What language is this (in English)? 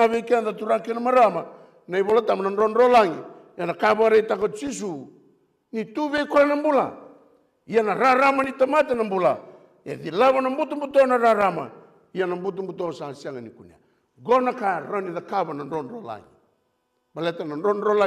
Fijian